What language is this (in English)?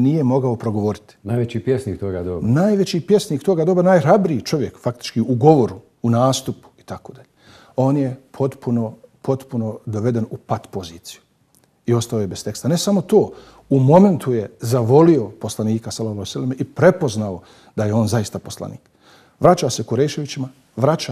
Bosnian